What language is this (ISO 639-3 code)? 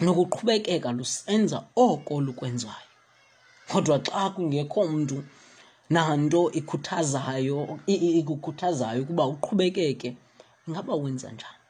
xho